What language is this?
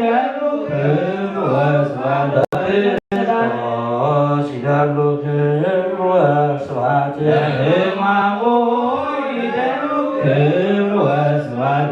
Geez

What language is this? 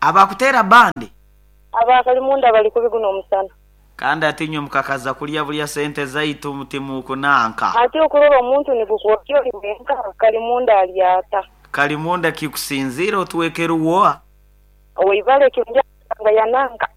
Nyoro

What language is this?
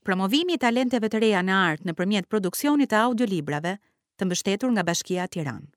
Albanian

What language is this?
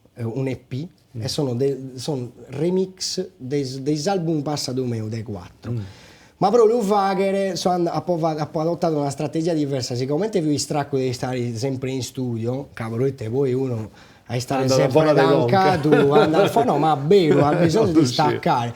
Sardinian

